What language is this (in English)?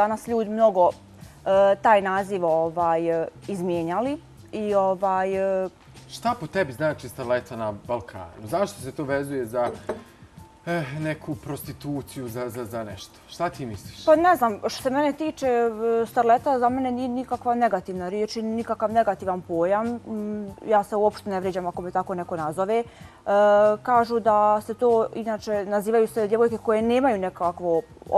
Bosnian